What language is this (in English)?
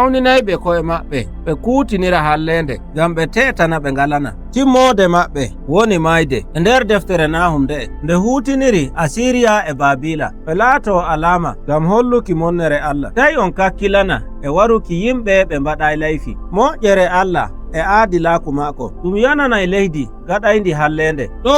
Nigerian Fulfulde